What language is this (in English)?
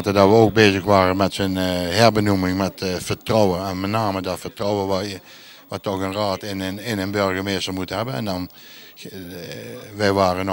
Dutch